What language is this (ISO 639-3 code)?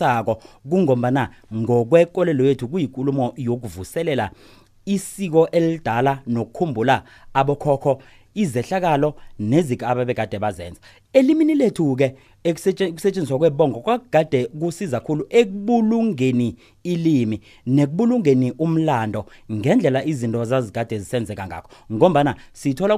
nbl